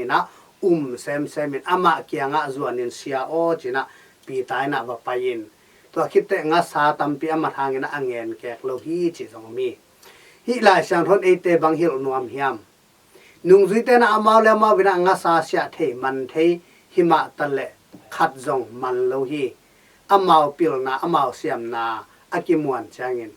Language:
Tedim Chin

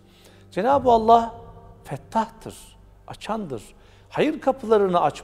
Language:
Turkish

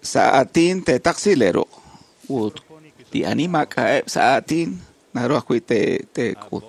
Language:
Kekchí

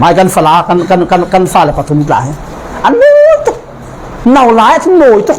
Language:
Falam Chin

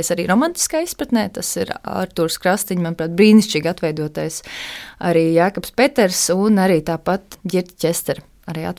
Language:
Latvian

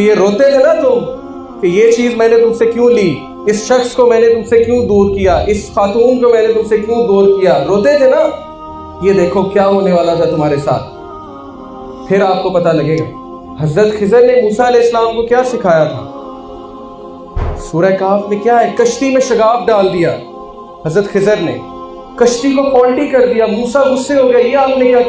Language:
Urdu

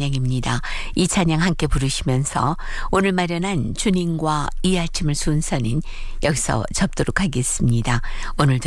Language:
Korean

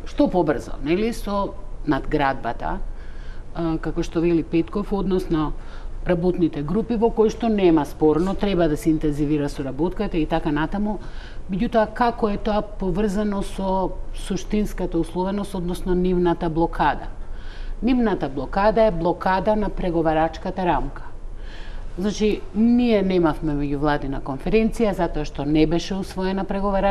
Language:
Macedonian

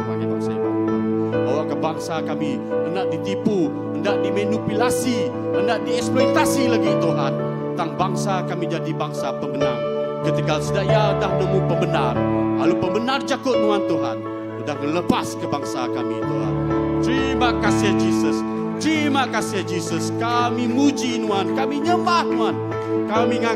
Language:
Iban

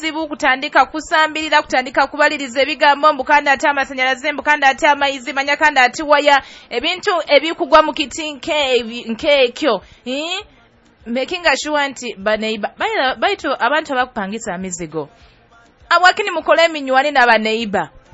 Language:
Nyoro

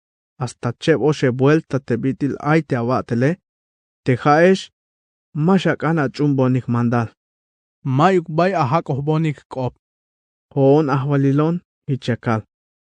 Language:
Tzeltal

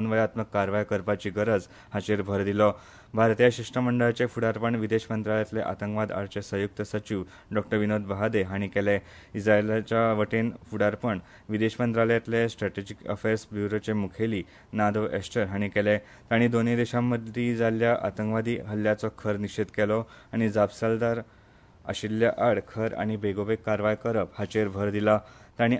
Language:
Konkani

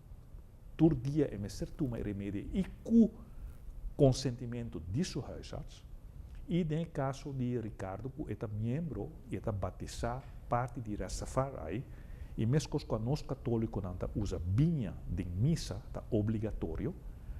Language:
Papiamento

